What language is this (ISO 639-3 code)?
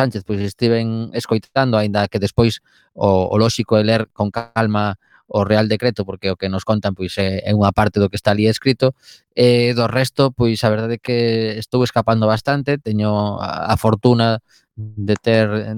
glg